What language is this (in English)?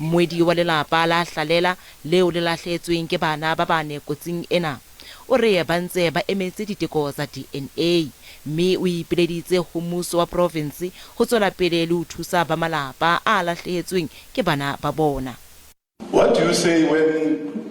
Southern Sotho